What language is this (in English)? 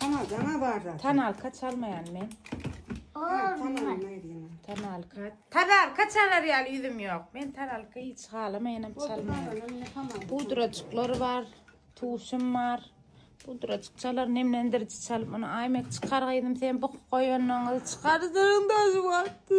Turkmen